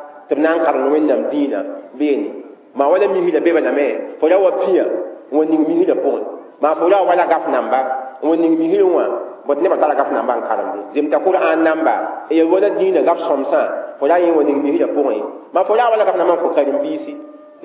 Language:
Mossi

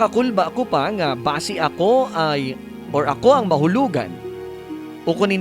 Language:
Hiligaynon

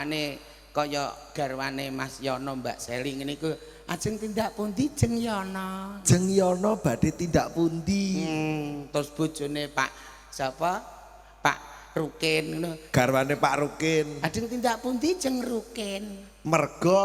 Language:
Javanese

